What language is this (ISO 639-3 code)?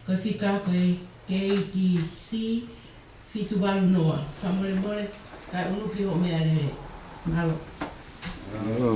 ton